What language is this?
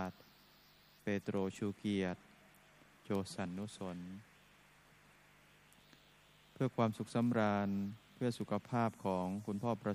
Thai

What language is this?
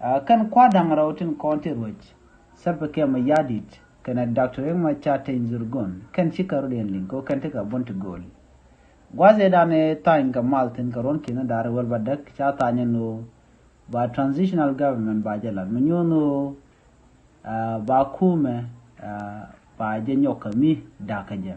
Nuer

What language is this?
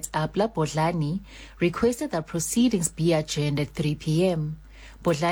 Southern Sotho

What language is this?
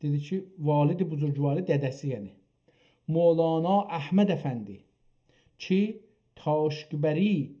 South Azerbaijani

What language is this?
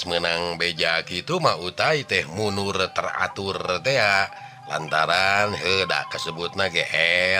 Sundanese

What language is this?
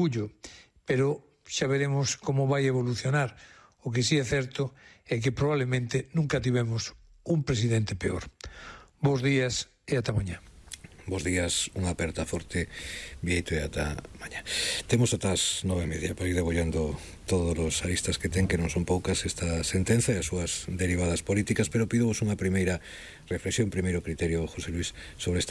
Galician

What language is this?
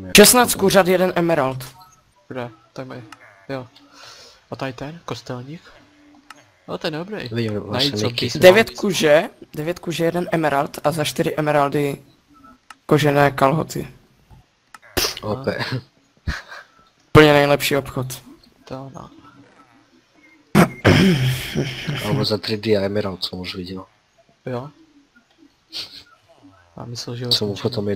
Czech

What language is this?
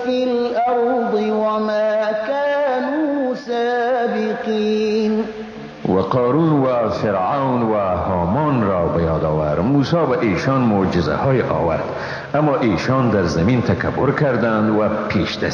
Persian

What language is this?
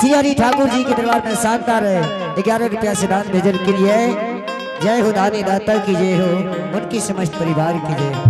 Angika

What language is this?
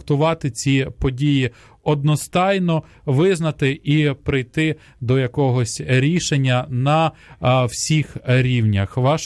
Ukrainian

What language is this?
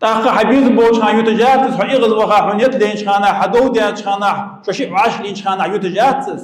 Ingush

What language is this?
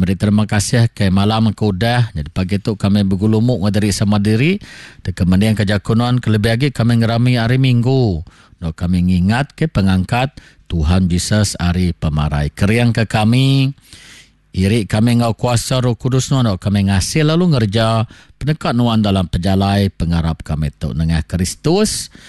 Iban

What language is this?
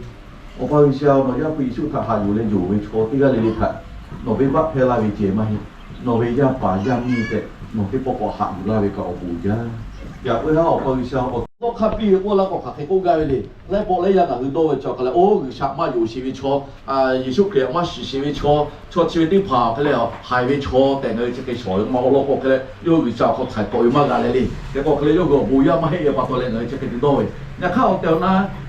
Lahu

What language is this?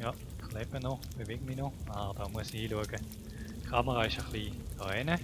Swiss German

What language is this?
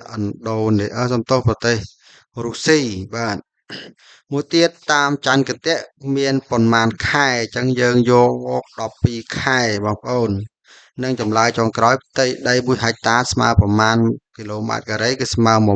Khmer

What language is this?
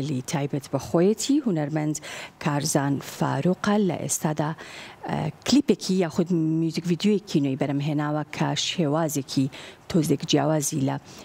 Central Kurdish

